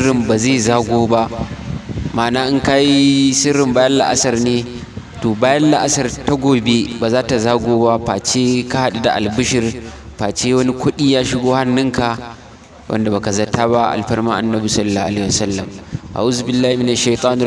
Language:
Hausa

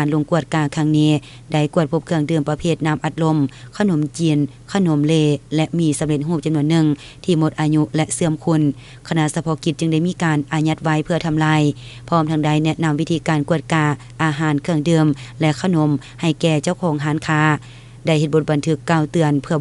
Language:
Lao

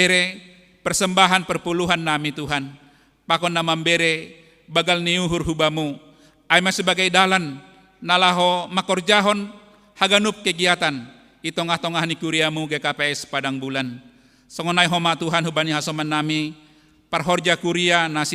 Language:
Batak Simalungun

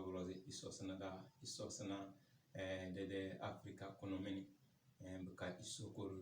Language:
Tem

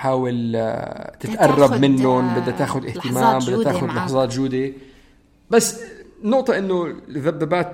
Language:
North Levantine Arabic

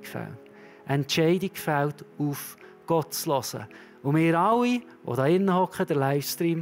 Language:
Swiss German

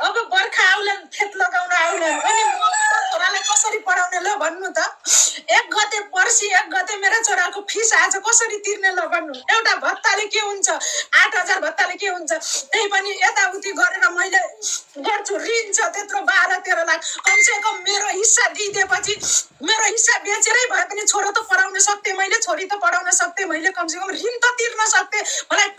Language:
Nepali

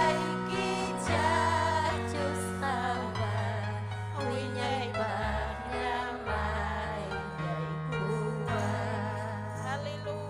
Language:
Ayacucho Quechua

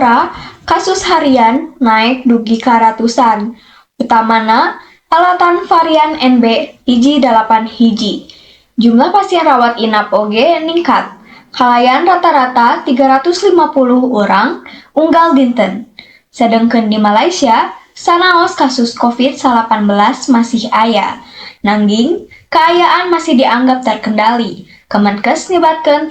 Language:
Sundanese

